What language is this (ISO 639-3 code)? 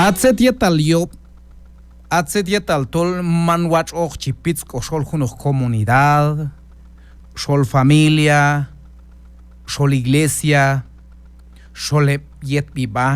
kjb